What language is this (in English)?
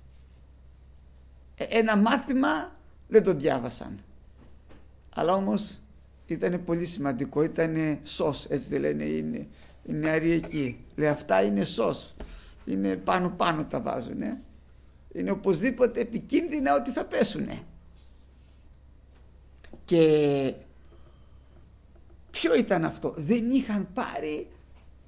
Greek